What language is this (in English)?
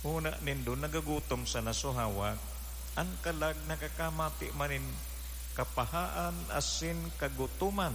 Bikol